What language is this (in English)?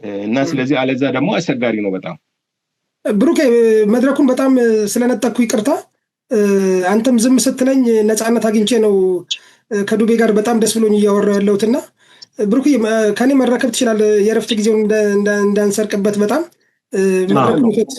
Amharic